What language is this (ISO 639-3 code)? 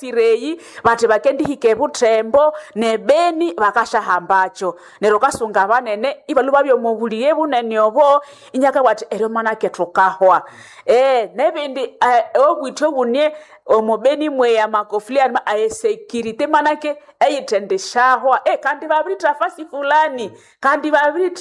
nnb